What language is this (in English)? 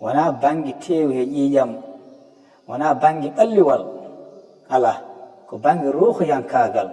Fula